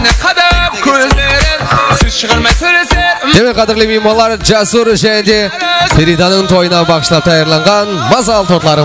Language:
Kara-Kalpak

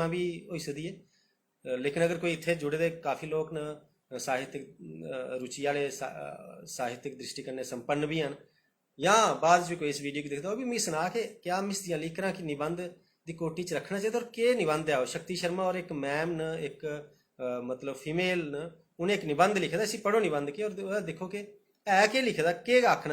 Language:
Dogri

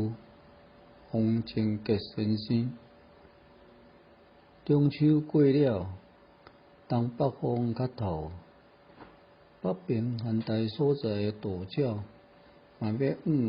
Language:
Min Nan Chinese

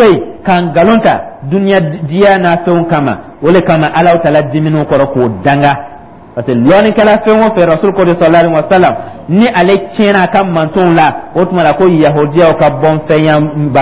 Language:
Dyula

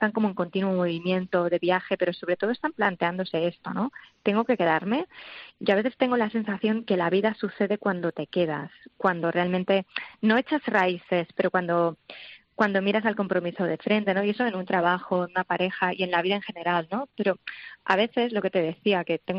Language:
Spanish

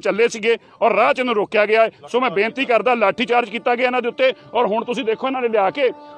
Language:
Punjabi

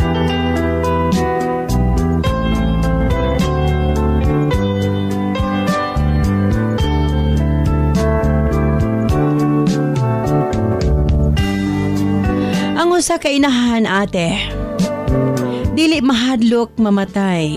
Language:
Cebuano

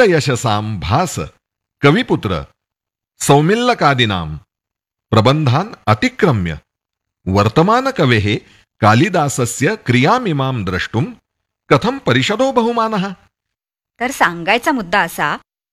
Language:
Marathi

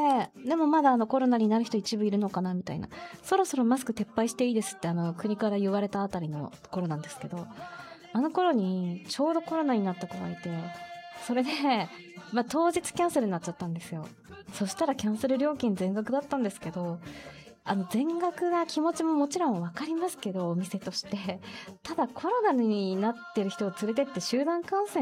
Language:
Japanese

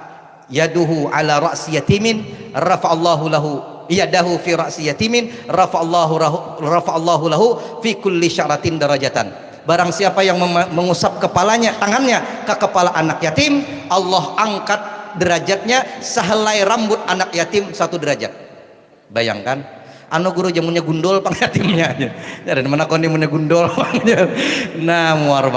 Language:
Banjar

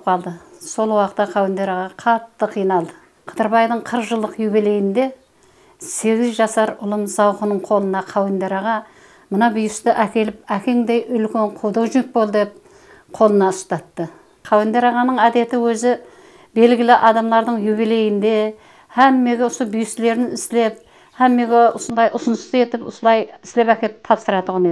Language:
Kara-Kalpak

